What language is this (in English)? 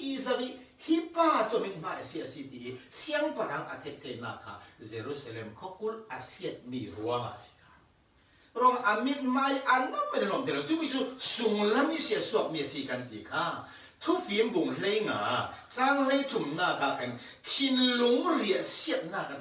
Falam Chin